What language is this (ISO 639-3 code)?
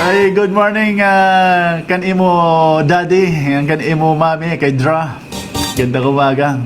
war